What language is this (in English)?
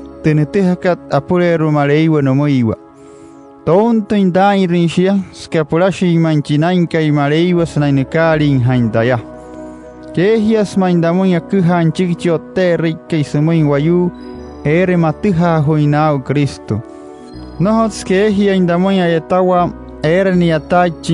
Wayuu